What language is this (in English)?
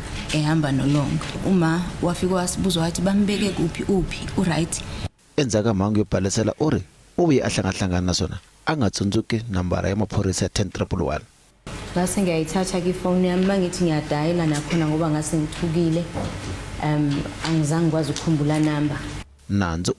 Tsonga